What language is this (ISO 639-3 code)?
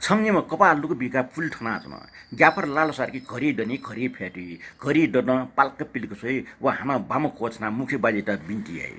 new